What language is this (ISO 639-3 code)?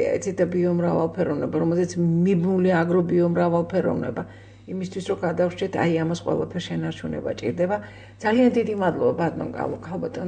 kat